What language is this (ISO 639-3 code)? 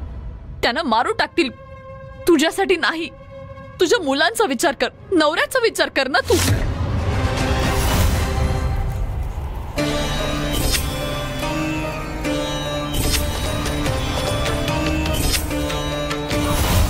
mar